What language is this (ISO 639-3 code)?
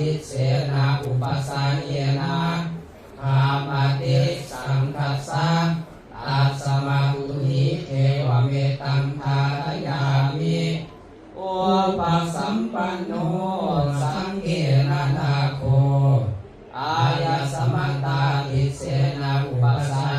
pli